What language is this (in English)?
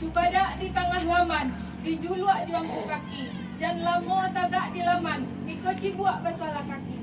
Minangkabau